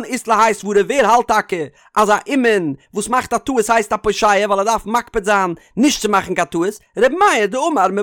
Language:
Yiddish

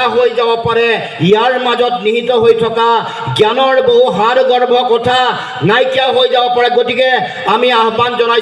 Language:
Assamese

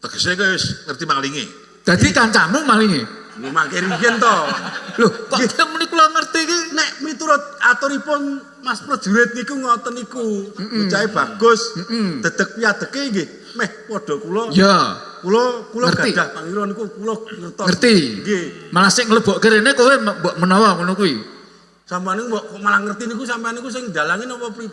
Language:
Javanese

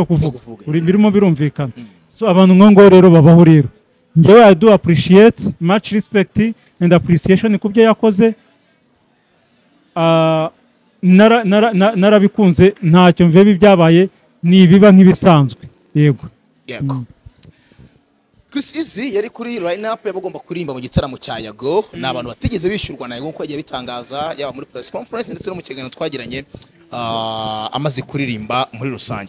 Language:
Kinyarwanda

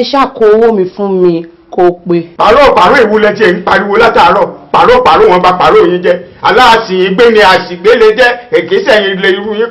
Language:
Yoruba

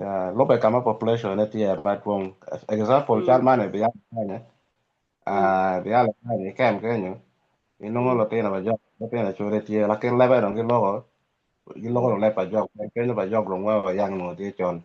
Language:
Acoli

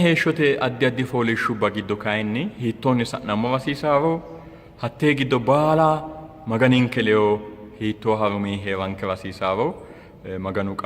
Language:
Sidamo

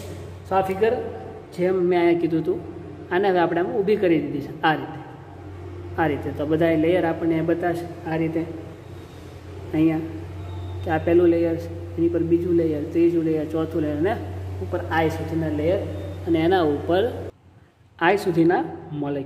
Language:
Gujarati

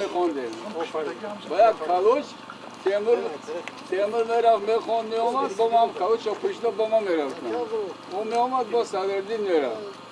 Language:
Tajik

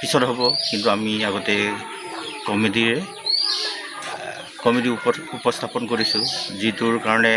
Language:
Assamese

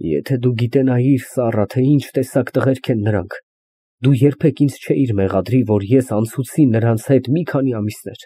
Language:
Armenian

